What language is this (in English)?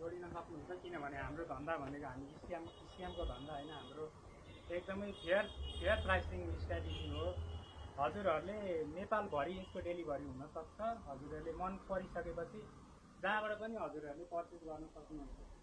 Nepali